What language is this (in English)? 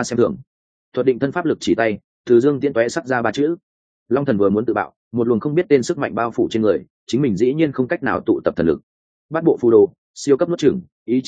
Vietnamese